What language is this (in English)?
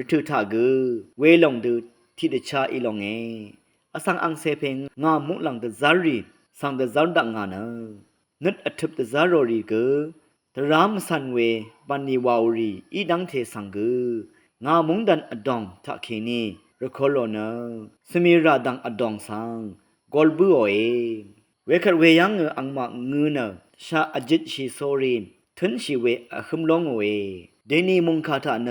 Rawang